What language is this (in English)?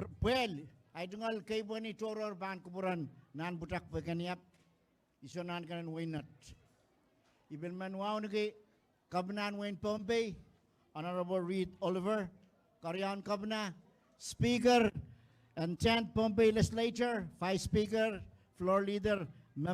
Pohnpeian